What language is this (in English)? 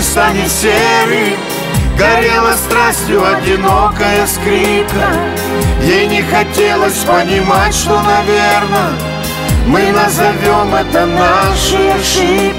Russian